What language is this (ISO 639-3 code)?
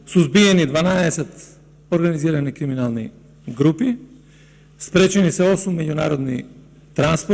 mkd